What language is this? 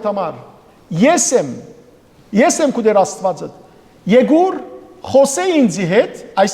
Western Armenian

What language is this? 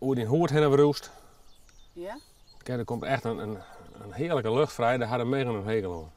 Western Frisian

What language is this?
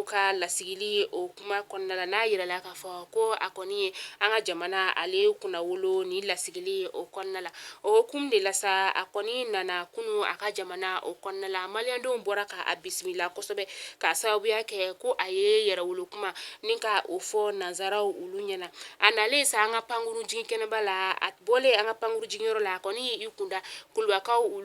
Bambara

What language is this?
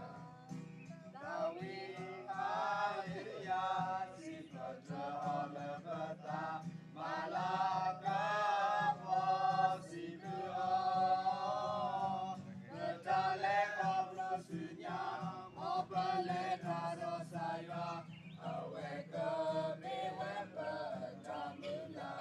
S'gaw Karen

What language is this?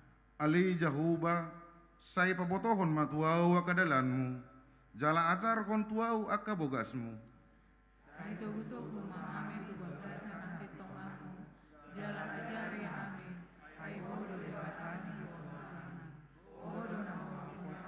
Batak Toba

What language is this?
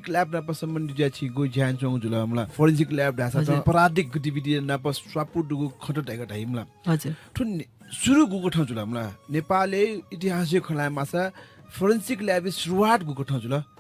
Newari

